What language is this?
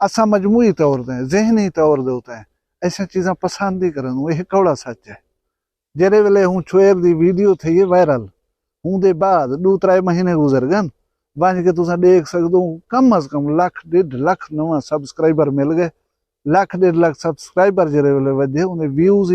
Saraiki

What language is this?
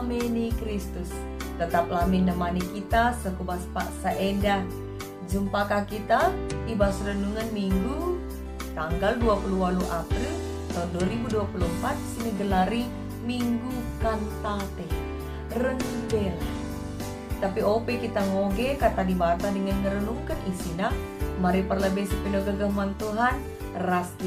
Batak Karo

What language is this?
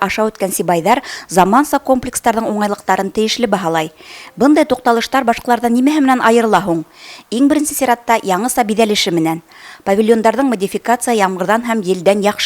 Bashkir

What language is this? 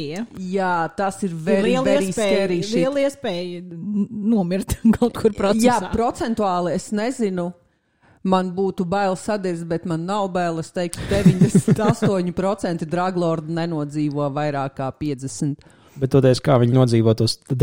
Latvian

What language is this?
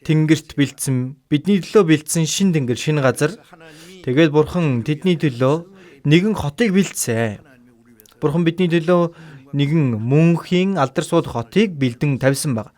Mongolian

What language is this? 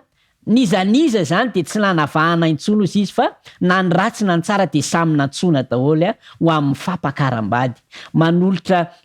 Malagasy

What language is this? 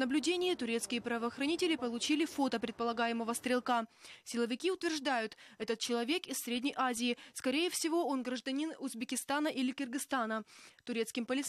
Russian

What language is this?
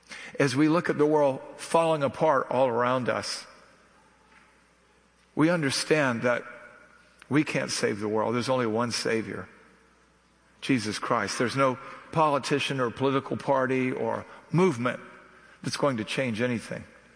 English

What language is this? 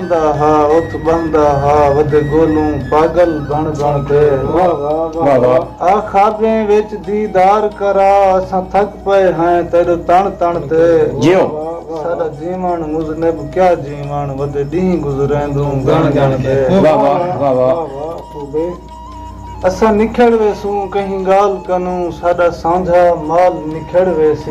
Saraiki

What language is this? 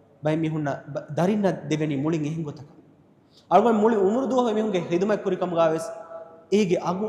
Divehi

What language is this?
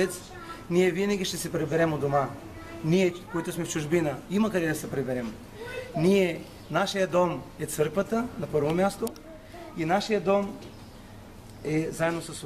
Bulgarian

